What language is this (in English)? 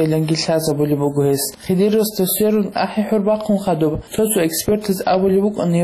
Avaric